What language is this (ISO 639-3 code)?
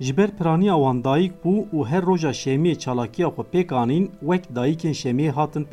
kur